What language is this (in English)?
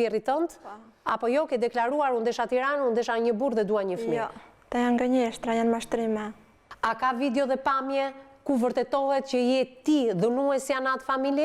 Albanian